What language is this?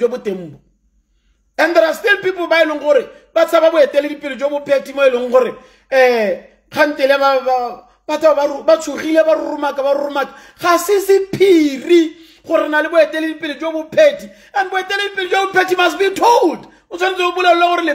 Tswana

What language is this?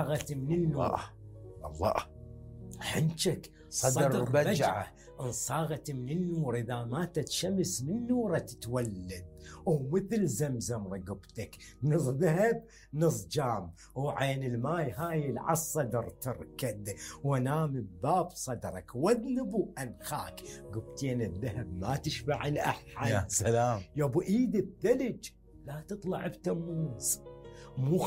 Mesopotamian Arabic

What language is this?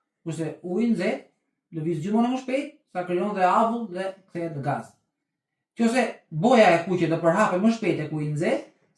Albanian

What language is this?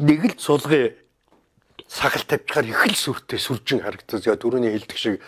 Mongolian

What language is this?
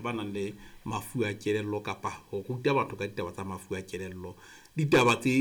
Southern Sotho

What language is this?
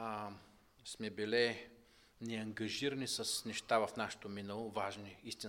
Bulgarian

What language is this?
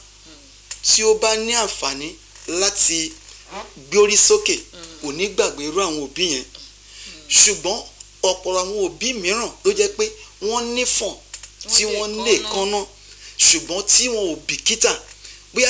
Yoruba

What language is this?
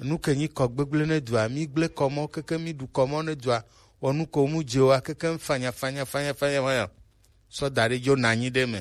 Gen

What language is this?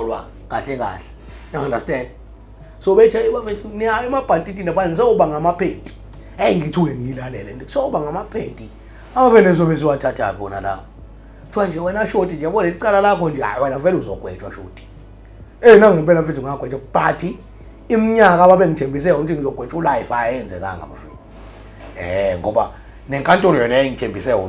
Zulu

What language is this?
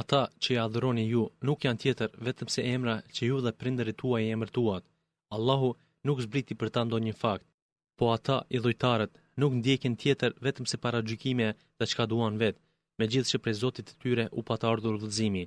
Albanian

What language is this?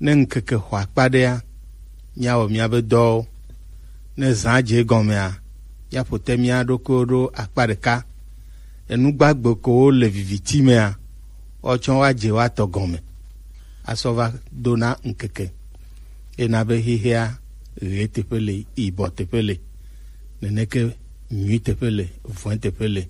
Gen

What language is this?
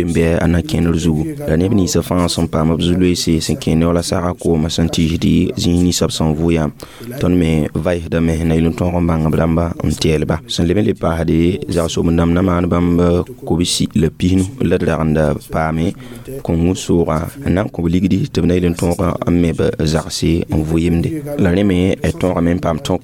Mossi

